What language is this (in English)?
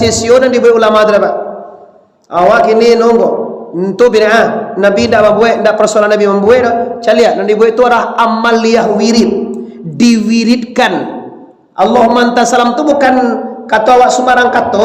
Minangkabau